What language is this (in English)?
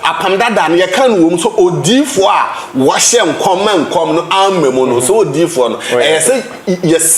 Akan